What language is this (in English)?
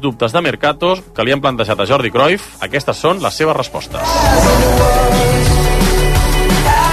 Catalan